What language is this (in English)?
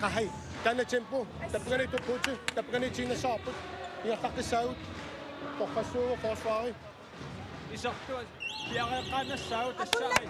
Kalaallisut